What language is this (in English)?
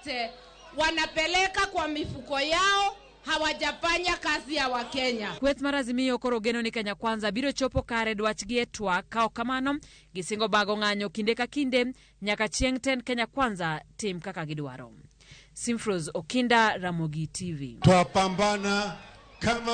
Luo (Kenya and Tanzania)